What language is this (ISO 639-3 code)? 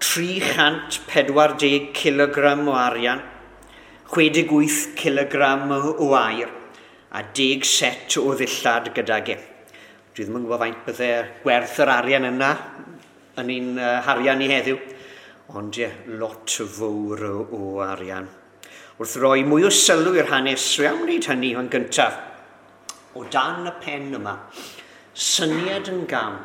cym